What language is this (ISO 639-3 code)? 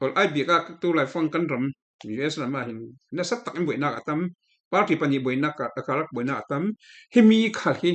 cfm